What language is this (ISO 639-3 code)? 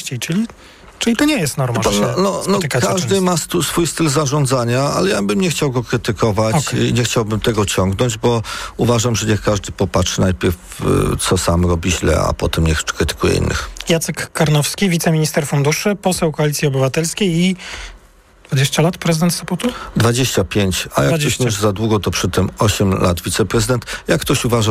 pol